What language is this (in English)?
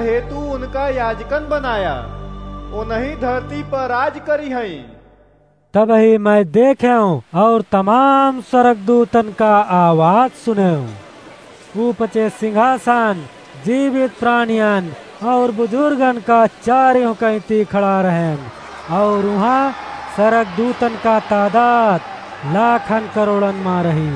Awadhi